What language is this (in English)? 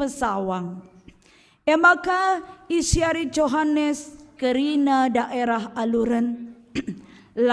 Batak Karo